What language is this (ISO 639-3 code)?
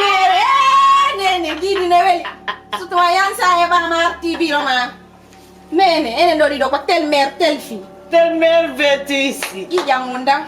ful